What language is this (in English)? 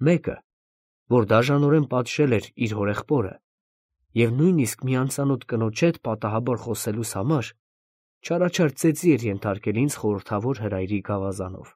Armenian